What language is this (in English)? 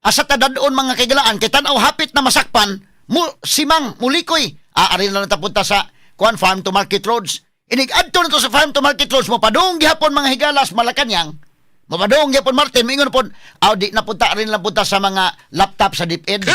Cebuano